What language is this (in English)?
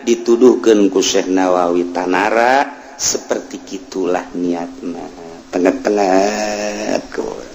Sundanese